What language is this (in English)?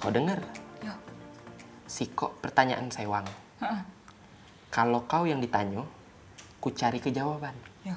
Musi